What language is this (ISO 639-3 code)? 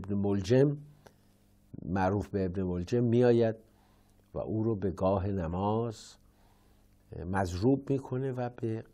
fas